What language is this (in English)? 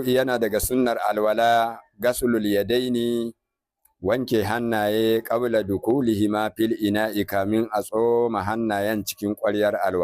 Hausa